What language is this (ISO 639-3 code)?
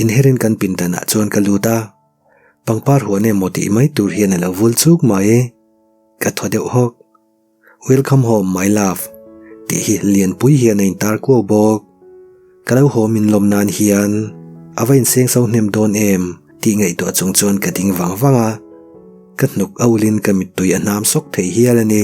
lus